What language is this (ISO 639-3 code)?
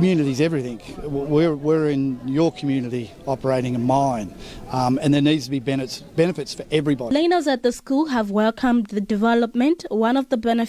eng